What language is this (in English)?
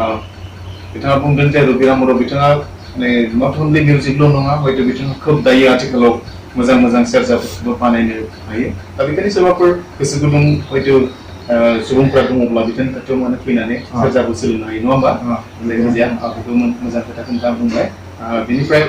Bodo